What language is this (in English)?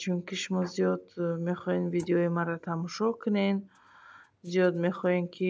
Tajik